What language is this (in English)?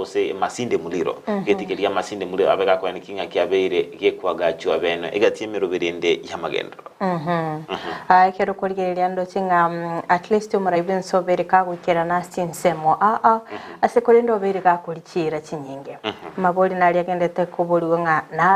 Gusii